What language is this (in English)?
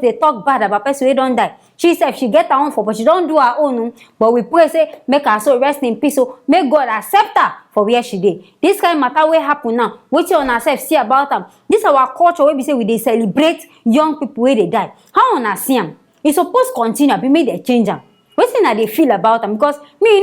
Nigerian Pidgin